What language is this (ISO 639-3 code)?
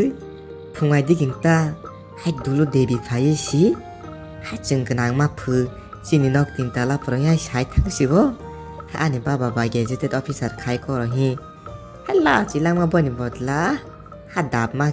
trp